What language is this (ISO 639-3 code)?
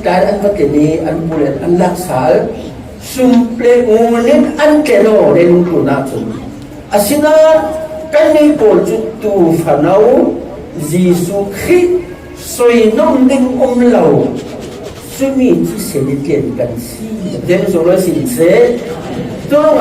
cfm